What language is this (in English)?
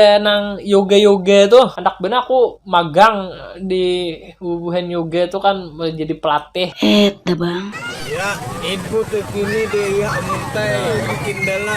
Banjar